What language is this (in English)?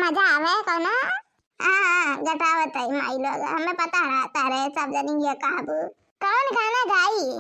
Awadhi